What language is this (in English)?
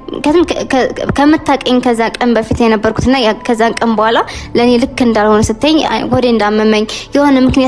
Amharic